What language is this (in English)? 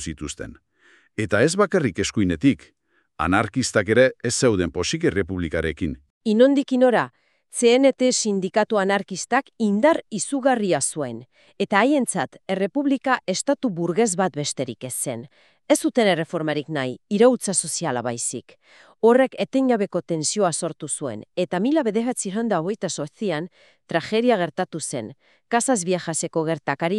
Basque